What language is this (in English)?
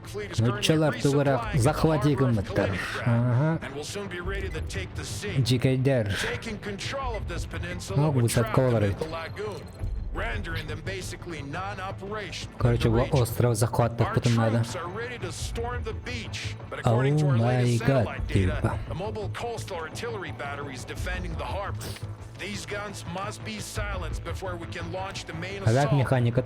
Yakut